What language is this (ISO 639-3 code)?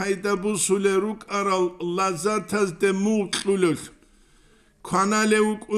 ava